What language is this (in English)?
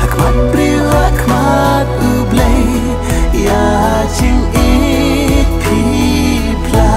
Khasi